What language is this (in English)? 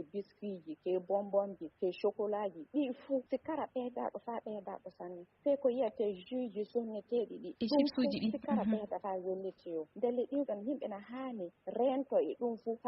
Fula